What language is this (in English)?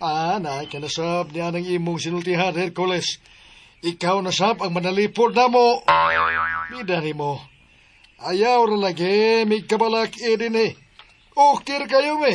Cebuano